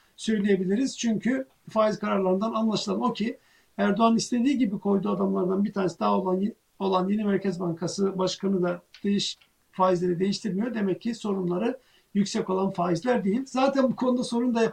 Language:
Turkish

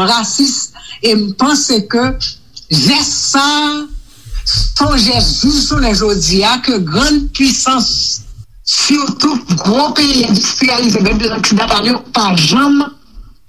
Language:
Haitian Creole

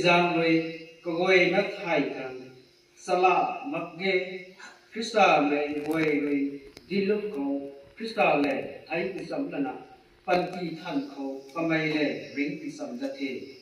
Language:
Rongmei Naga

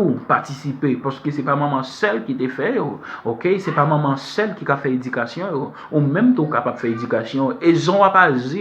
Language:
Haitian Creole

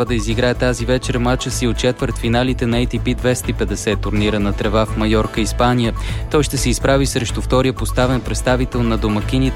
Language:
Bulgarian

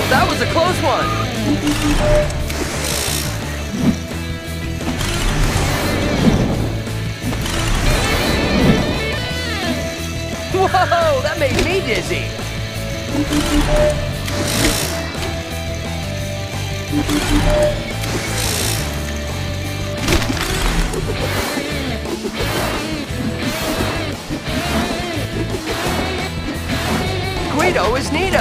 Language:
English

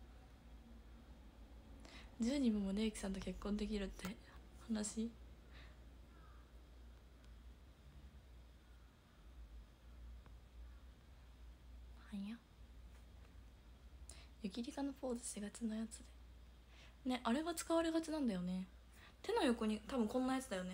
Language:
Japanese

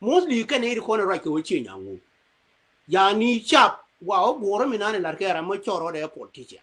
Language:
Nuer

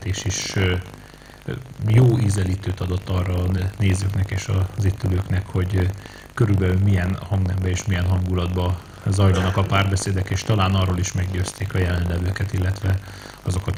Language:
Hungarian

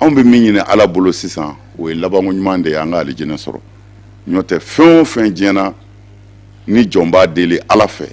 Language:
Bambara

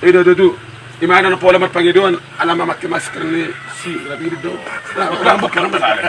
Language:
Batak Toba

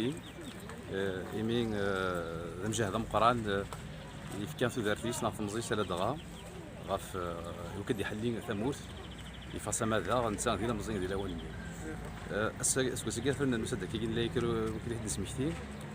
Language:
Kabyle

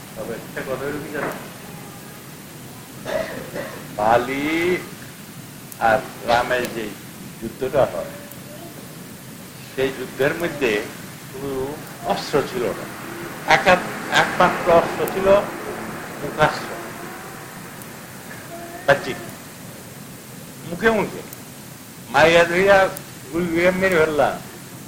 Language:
Bangla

